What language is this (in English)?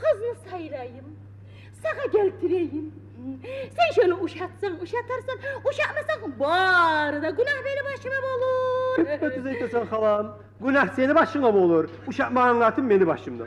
Kumyk